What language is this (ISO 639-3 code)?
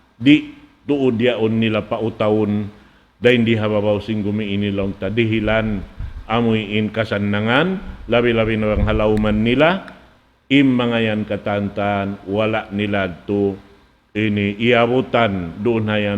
tsg